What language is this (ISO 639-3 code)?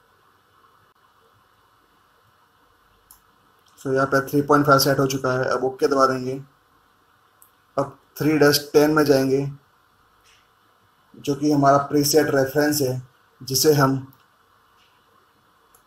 hin